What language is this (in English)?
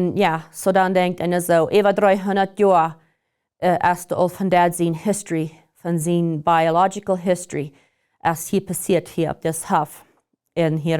Plautdietsch